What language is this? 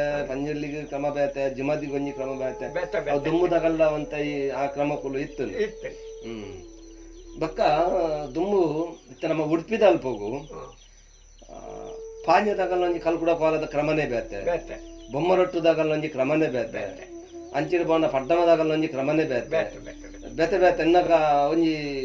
Tulu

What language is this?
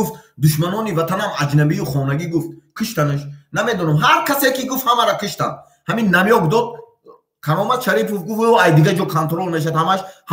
Tajik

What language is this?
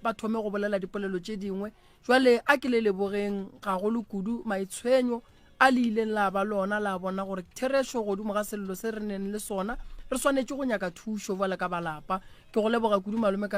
Northern Sotho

